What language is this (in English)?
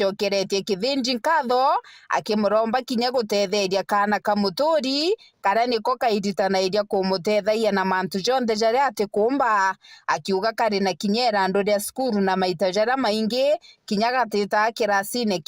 Meru